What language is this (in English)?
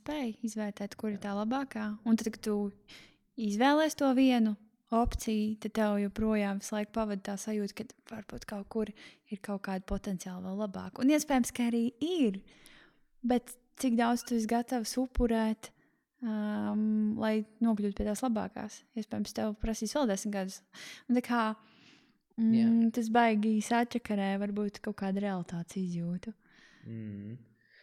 Latvian